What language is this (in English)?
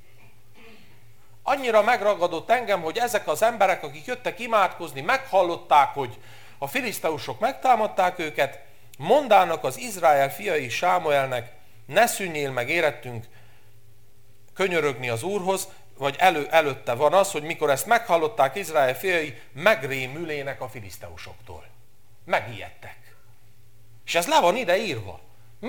Hungarian